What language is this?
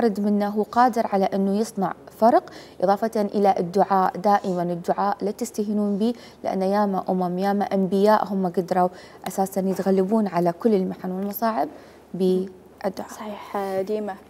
Mesopotamian Arabic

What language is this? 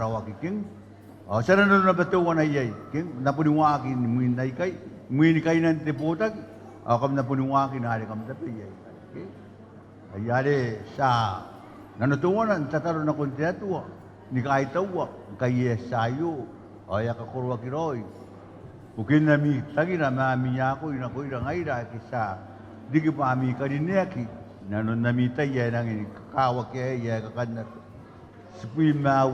Gilbertese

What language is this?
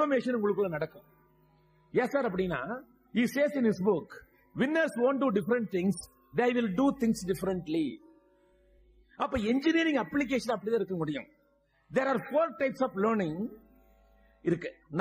Tamil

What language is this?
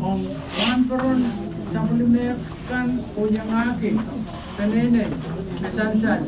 Pohnpeian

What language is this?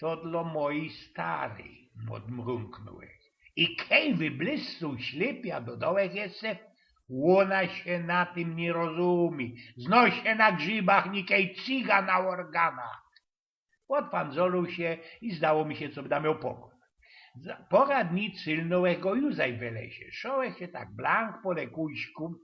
Silesian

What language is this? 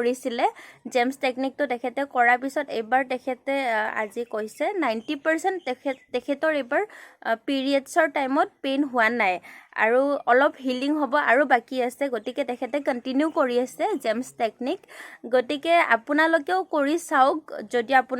Assamese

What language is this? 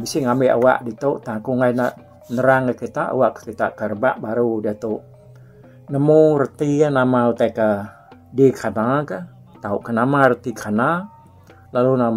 Iban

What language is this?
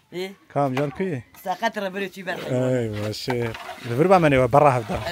Kurdish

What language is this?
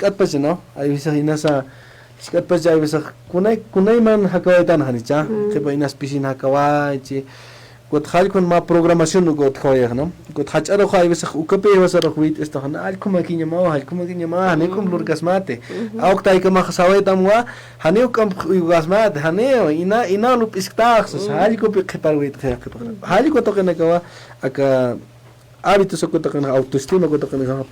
Aymara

